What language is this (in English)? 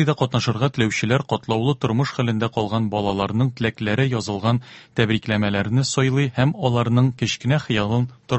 Tatar